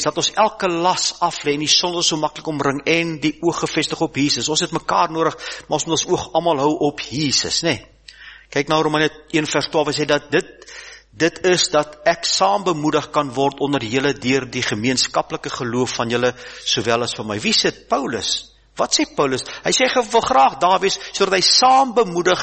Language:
Afrikaans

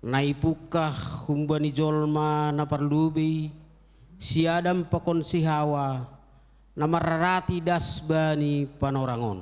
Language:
Batak Simalungun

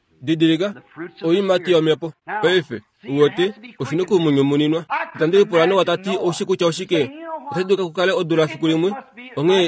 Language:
Kuanyama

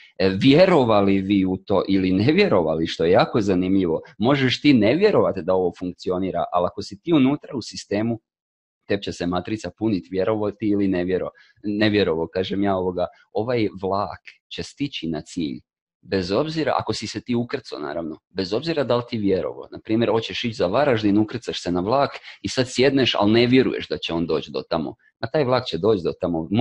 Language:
Croatian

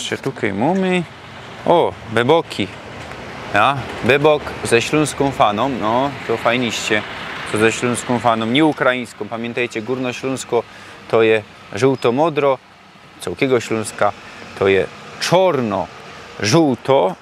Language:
Silesian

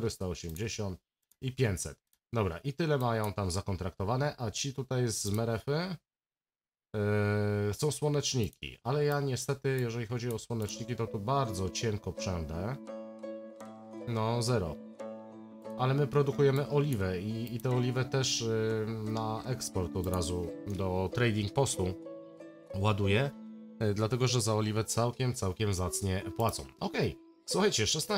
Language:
Polish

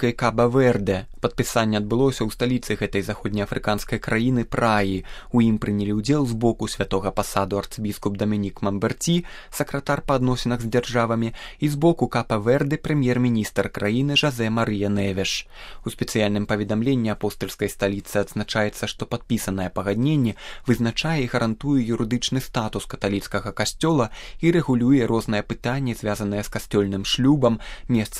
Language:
Belarusian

